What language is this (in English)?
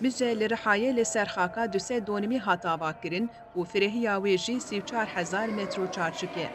Kurdish